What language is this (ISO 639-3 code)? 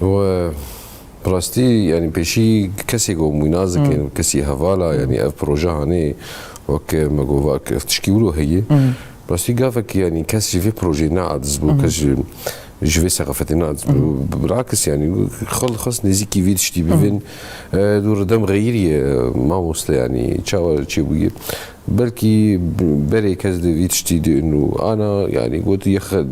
kur